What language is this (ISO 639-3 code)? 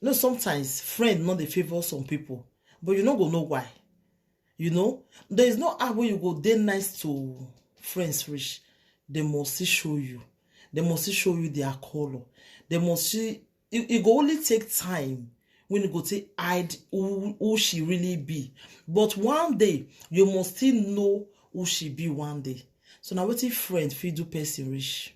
pcm